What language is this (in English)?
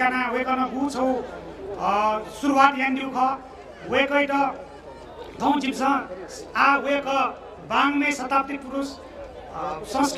Newari